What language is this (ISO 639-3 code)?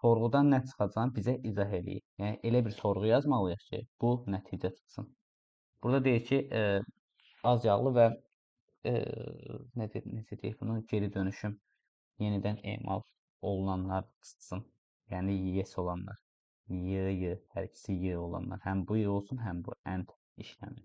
aze